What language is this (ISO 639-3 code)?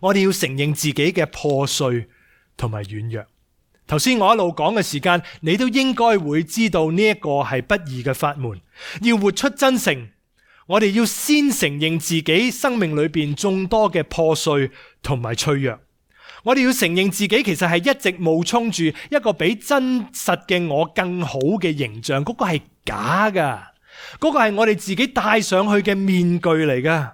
yue